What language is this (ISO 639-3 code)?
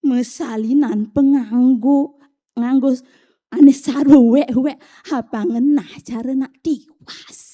ban